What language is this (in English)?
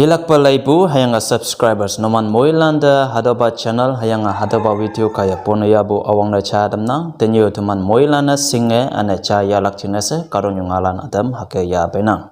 Konyak Naga